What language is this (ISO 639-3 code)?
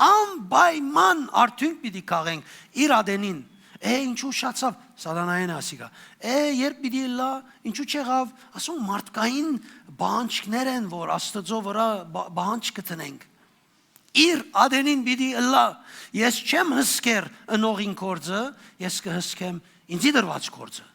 hyw